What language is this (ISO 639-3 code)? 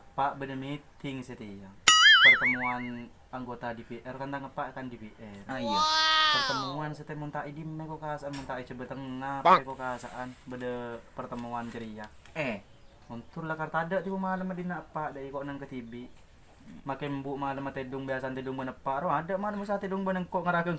mad